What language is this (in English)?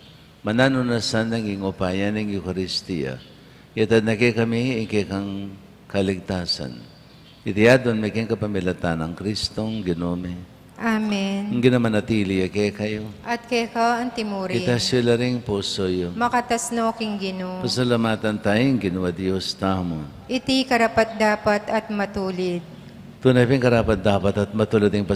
Pampanga